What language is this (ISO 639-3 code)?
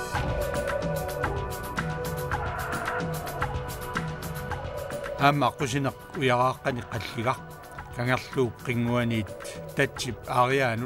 kal